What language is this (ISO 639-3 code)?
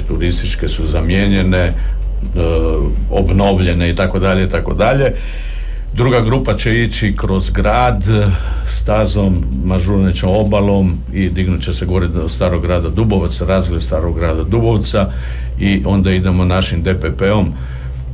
hrv